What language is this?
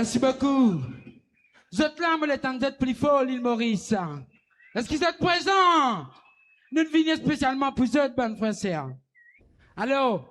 Morisyen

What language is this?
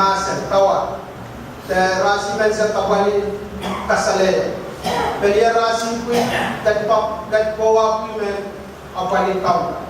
Pohnpeian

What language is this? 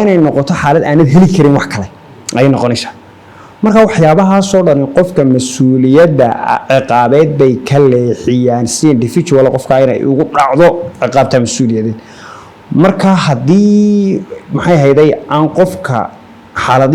Somali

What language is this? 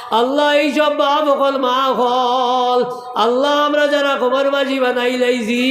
Sylheti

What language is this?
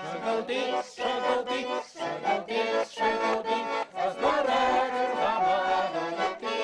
Chuvash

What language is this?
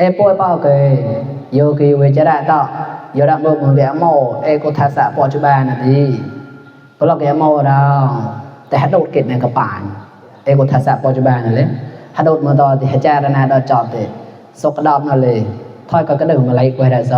Mon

